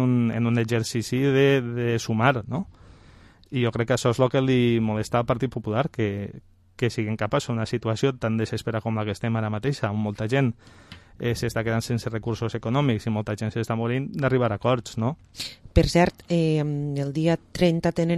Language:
Catalan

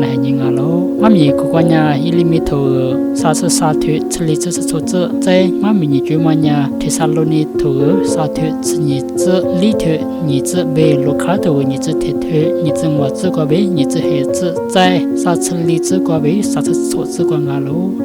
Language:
Lisu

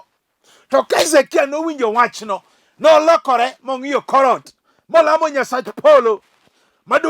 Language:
Luo (Kenya and Tanzania)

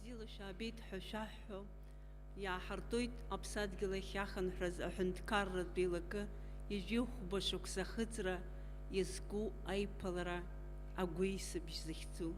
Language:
Abkhazian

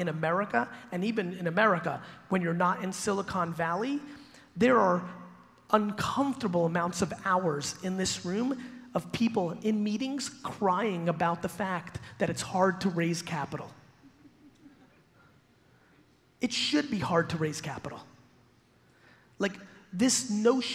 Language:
English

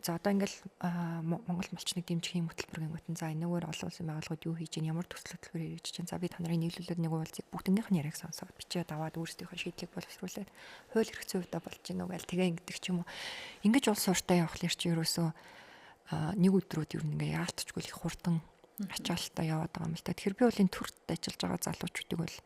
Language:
Mongolian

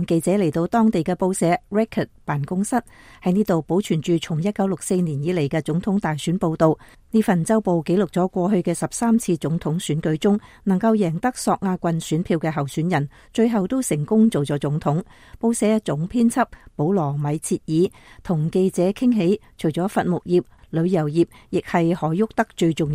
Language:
Cantonese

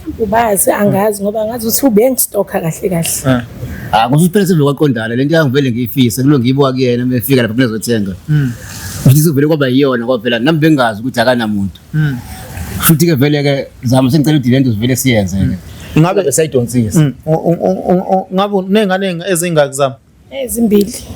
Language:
Zulu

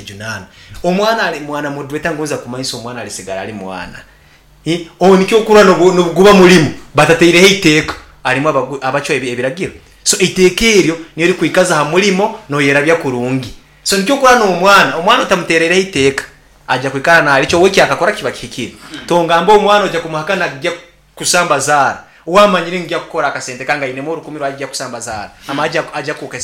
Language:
Nyankole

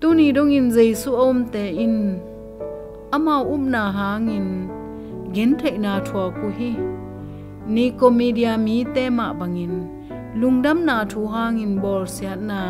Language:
Tedim Chin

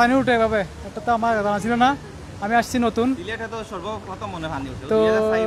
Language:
Sylheti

